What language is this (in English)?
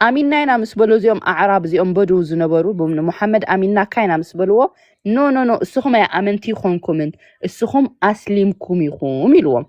Tigrinya